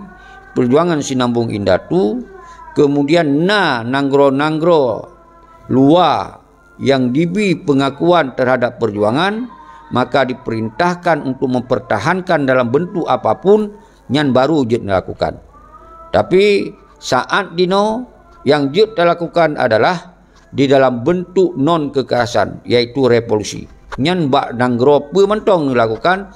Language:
Achinese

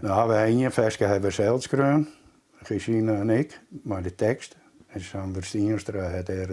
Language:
Western Frisian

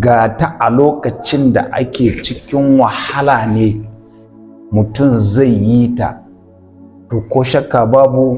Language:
Hausa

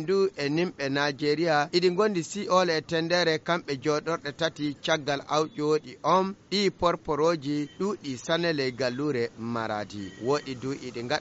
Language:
Fula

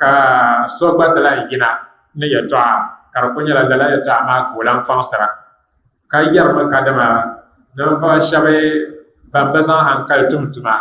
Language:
Dagbani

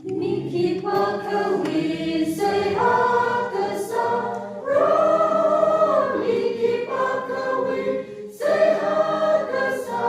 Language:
Tangkhul Naga (India)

